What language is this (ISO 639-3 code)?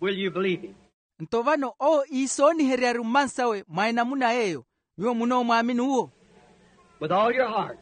vmw